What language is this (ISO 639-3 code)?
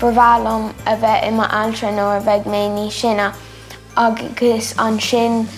gle